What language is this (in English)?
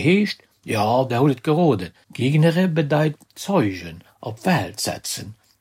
Luxembourgish